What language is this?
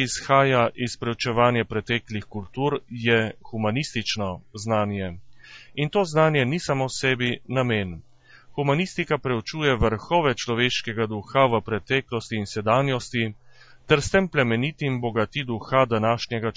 Slovenian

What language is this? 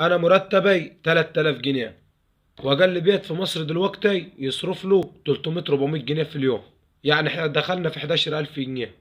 Egyptian Arabic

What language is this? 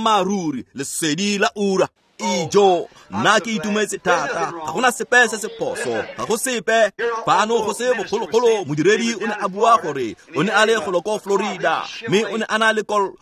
Tswana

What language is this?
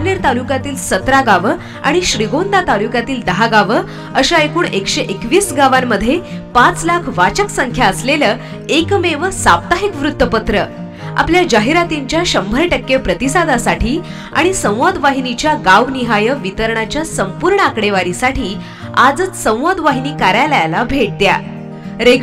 Marathi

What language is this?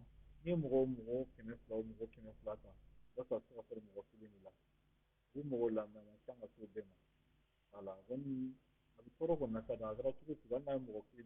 Bambara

